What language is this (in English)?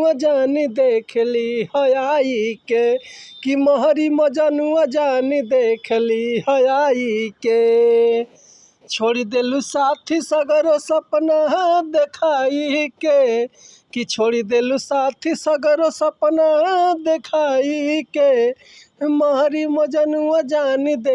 Bhojpuri